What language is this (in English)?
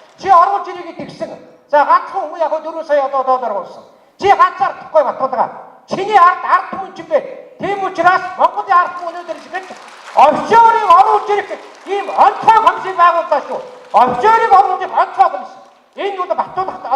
Mongolian